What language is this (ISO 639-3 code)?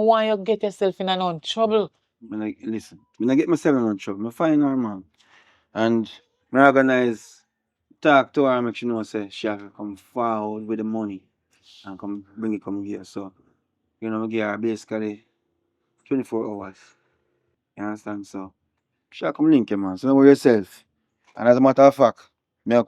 jam